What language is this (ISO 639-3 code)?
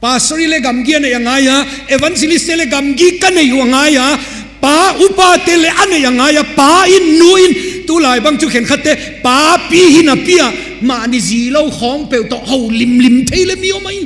ctd